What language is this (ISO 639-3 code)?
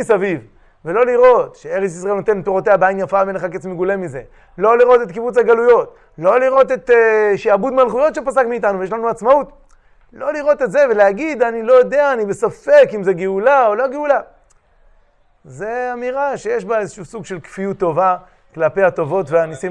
heb